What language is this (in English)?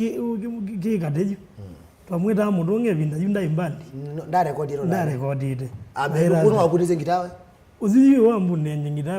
Kamba